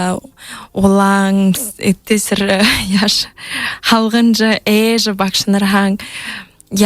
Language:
Buriat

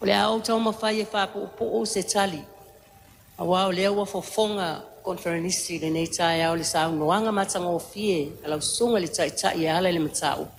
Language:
Samoan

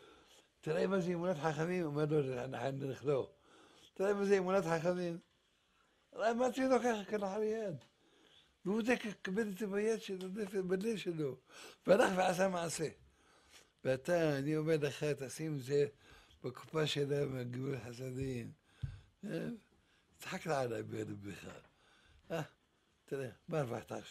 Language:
Hebrew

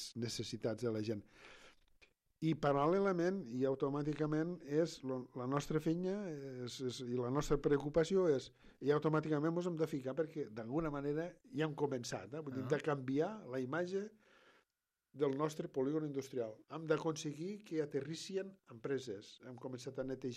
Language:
Catalan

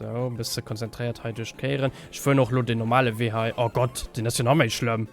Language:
Luxembourgish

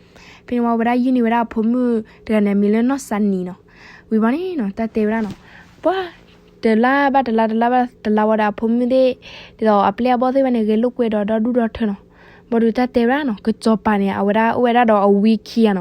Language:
S'gaw Karen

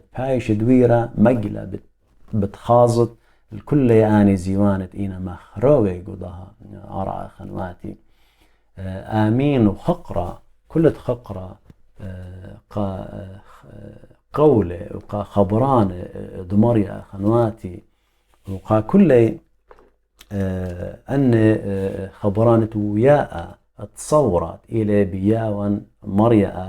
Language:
Assyrian Neo-Aramaic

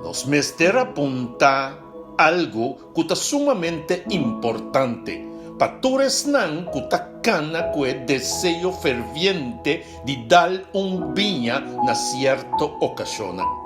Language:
Papiamento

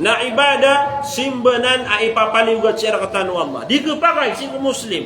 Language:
Maranao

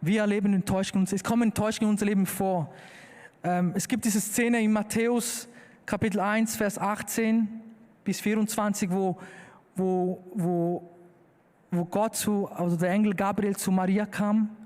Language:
Swiss German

